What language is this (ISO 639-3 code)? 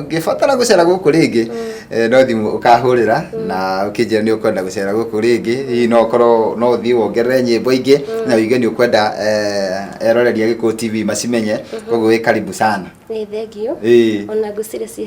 kik